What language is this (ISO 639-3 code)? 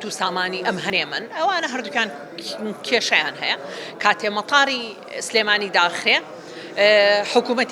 ckb